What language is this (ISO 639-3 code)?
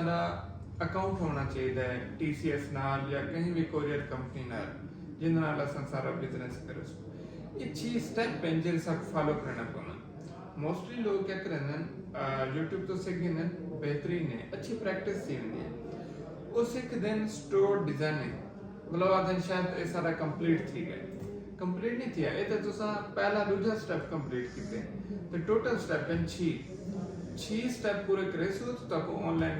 skr